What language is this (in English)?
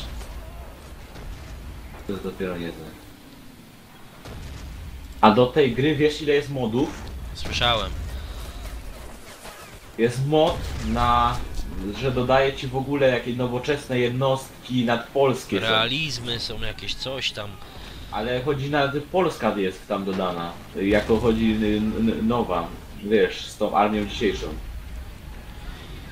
Polish